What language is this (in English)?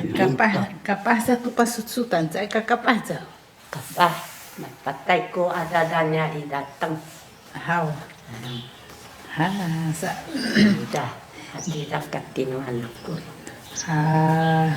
Sakizaya